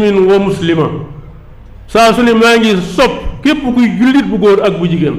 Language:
Wolof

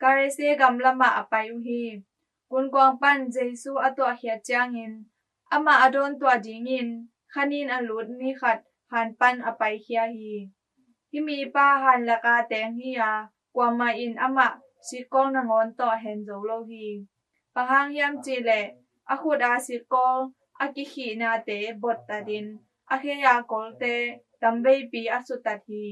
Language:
Tedim Chin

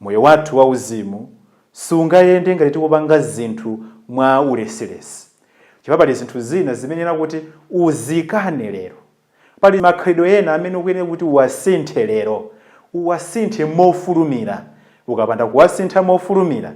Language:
Nyanja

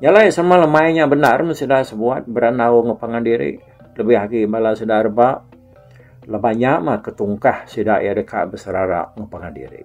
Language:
Iban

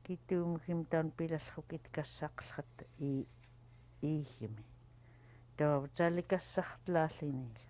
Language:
Central Yupik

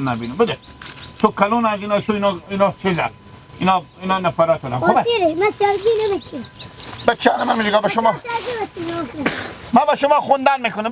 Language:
Hazaragi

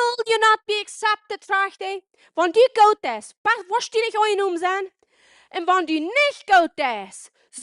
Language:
Plautdietsch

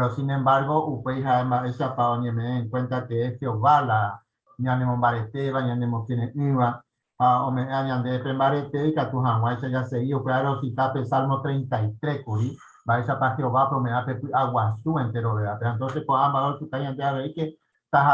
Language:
Guarani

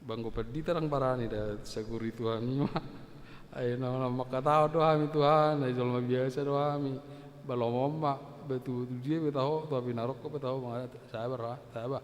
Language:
Batak Toba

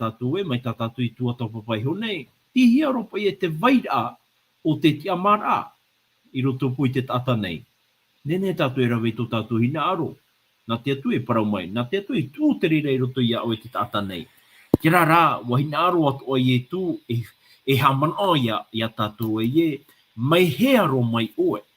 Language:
Tahitian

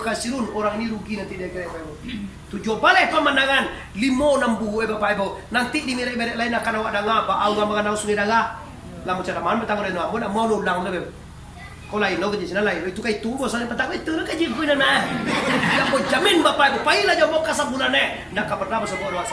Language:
Minangkabau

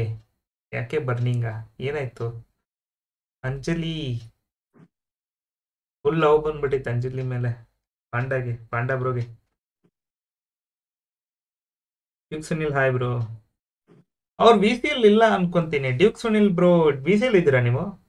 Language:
Kannada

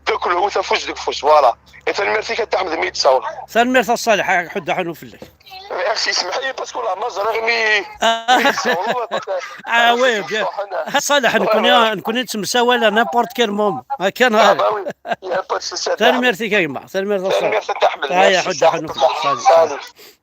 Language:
Kabyle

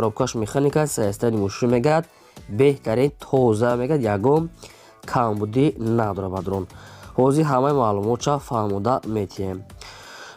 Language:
Tajik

